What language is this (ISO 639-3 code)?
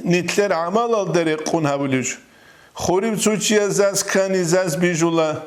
ava